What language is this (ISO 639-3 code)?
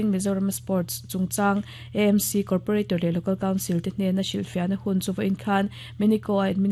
lus